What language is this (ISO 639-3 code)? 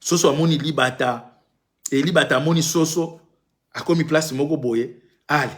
lin